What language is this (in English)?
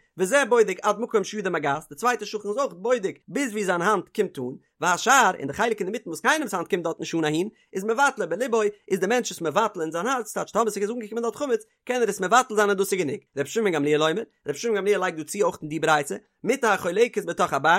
Yiddish